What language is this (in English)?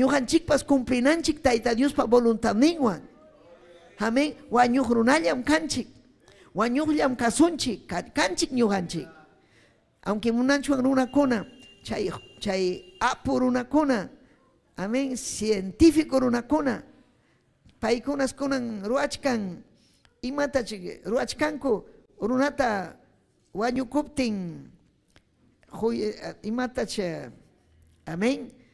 Ayacucho Quechua